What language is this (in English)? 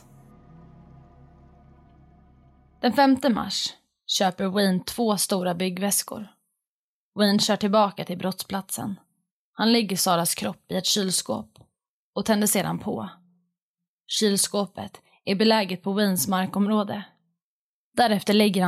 Swedish